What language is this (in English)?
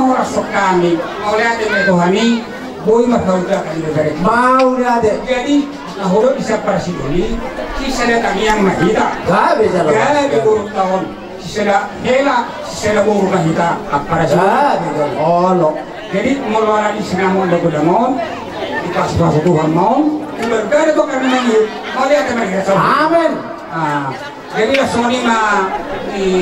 Batak Toba